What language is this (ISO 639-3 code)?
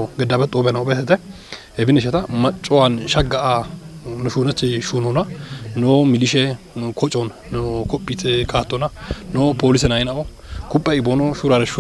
kbr